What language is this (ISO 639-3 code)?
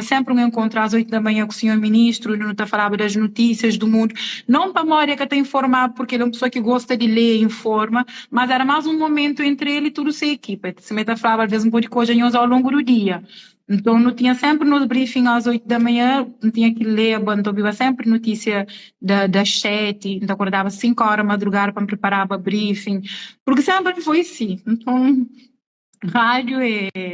kea